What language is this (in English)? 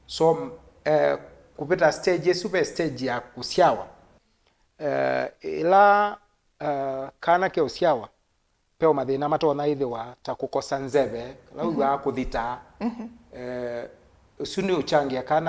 Kamba